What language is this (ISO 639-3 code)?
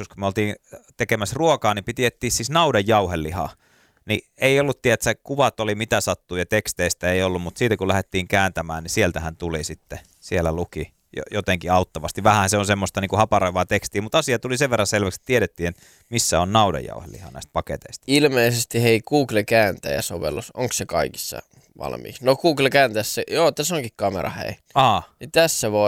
fin